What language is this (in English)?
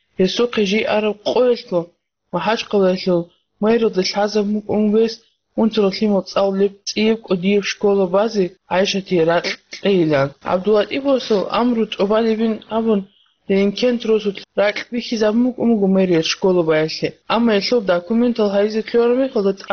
Avaric